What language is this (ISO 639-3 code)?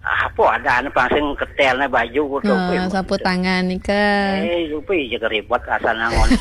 ban